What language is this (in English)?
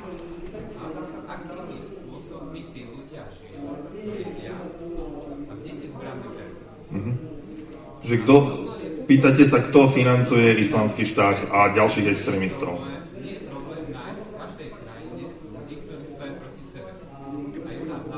Slovak